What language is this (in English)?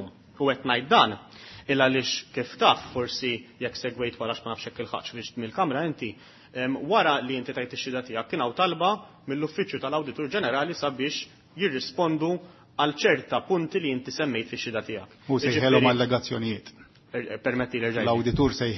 Maltese